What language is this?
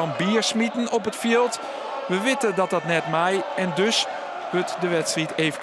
Western Frisian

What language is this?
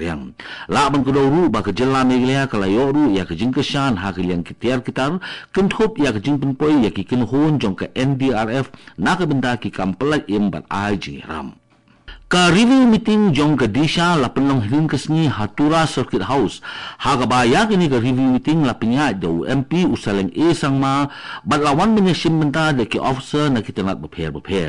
Khasi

